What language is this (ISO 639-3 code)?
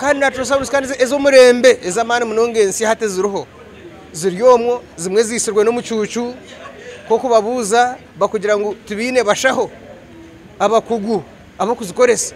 nyn